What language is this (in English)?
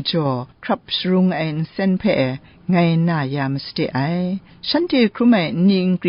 Kachin